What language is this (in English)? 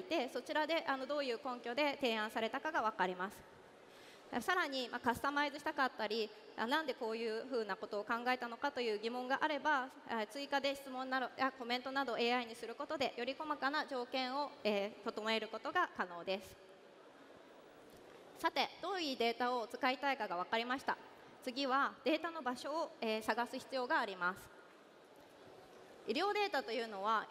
Japanese